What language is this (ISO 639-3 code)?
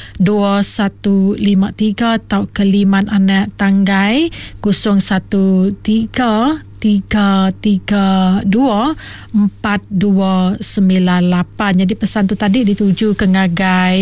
iba